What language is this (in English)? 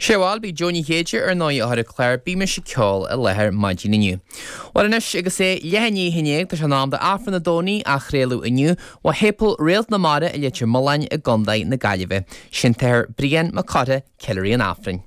Irish